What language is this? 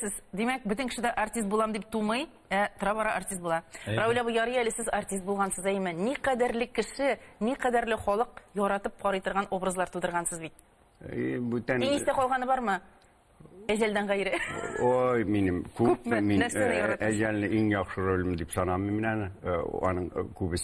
Tatar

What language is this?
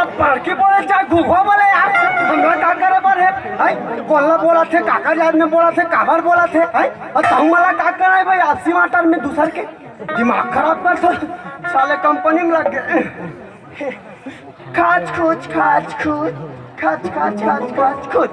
Chhattisgarhi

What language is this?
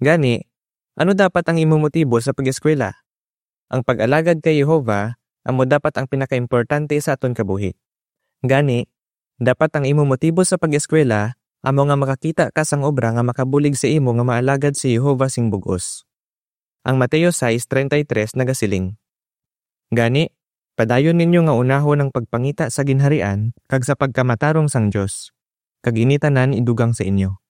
Hiligaynon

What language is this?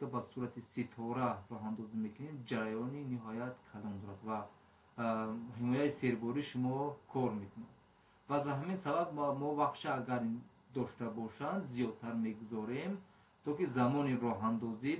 Tajik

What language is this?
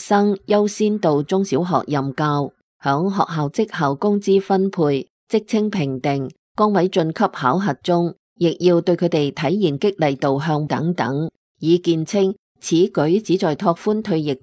Cantonese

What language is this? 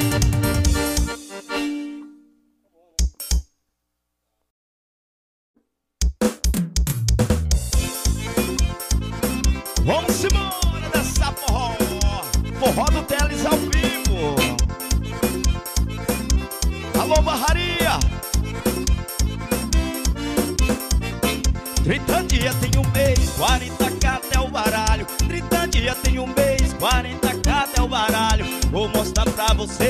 Portuguese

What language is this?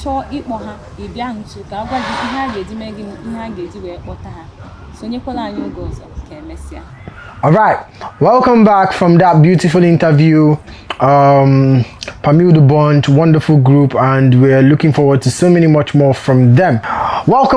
Igbo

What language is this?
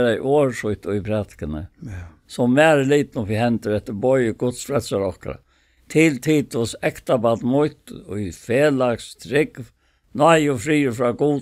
Faroese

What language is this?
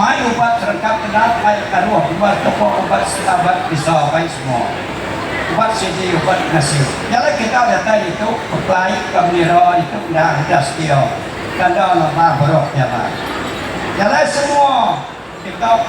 Iban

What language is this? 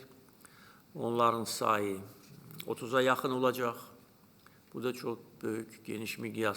Azerbaijani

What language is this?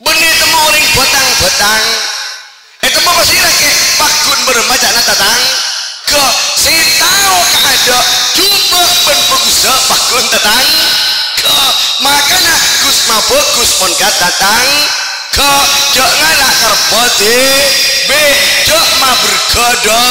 Madurese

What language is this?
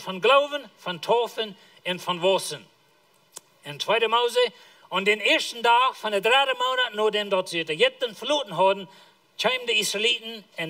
Plautdietsch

